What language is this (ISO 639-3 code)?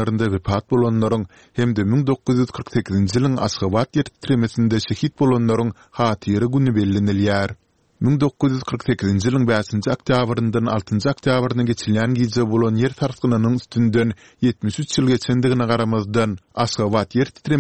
tuk